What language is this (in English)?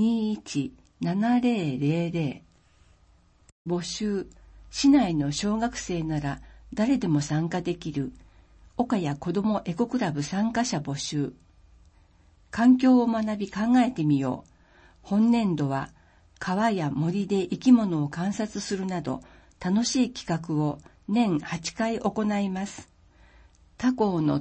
Japanese